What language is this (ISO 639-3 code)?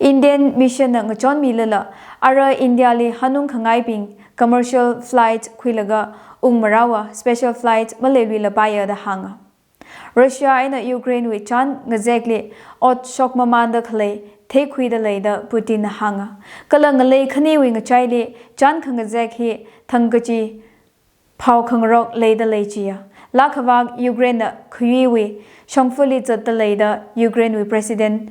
nmf